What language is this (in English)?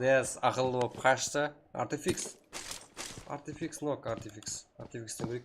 Kara-Kalpak